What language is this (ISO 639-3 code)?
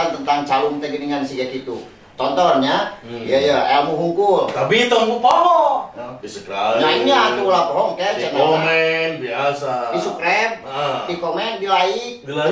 sun